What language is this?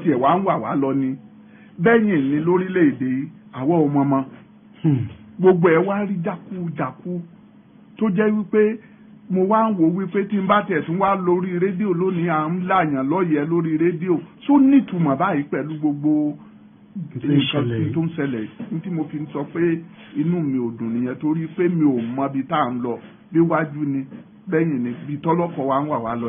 Yoruba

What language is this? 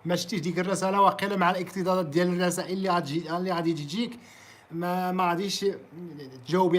Moroccan Arabic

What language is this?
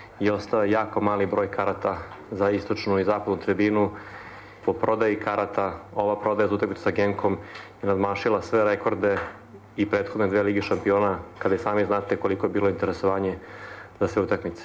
Serbian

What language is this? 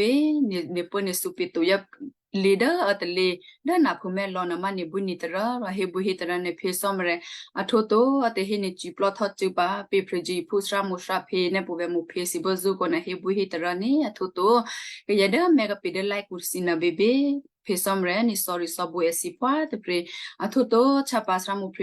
Western Kayah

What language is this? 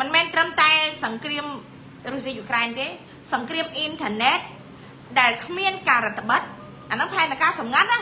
Khmer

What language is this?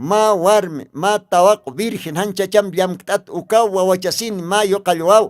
Aymara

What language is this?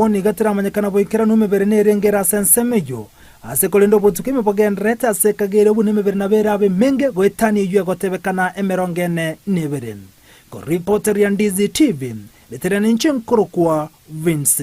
Gusii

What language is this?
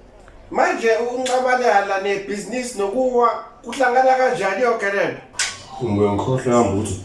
Zulu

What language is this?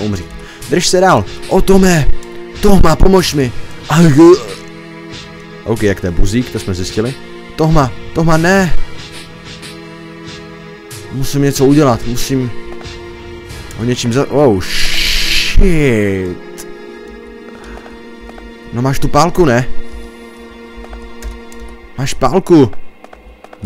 Czech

